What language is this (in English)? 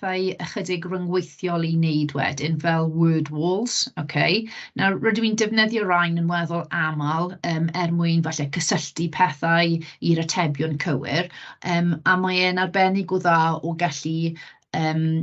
Welsh